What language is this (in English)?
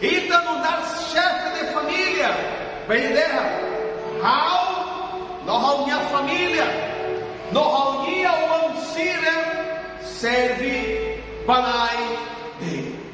Tetum